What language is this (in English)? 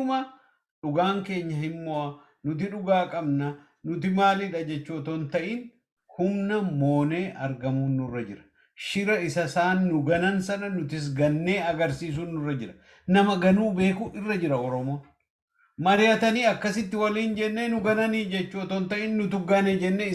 Oromo